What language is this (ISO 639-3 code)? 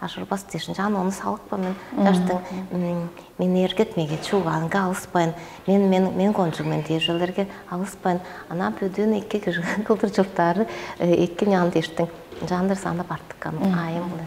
tyv